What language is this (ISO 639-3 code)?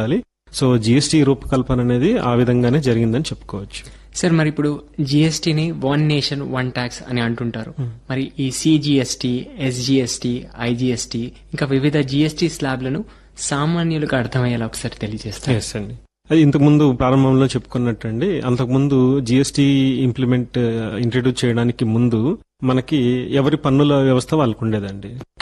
tel